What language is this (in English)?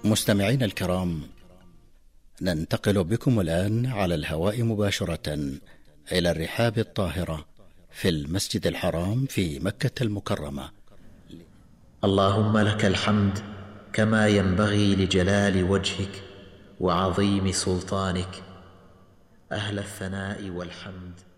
Arabic